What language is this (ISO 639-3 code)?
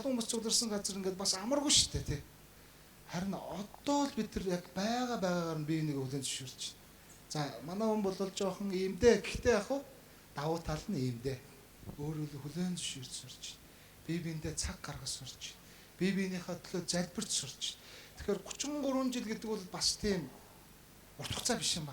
mon